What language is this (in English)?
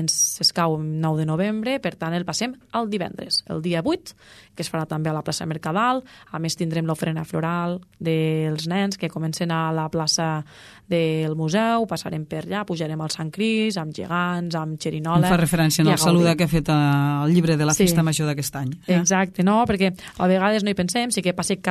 Catalan